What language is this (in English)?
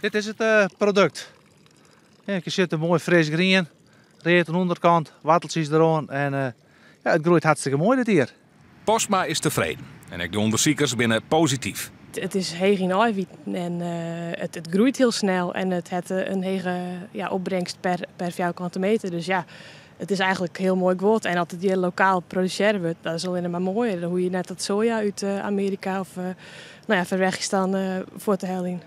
Western Frisian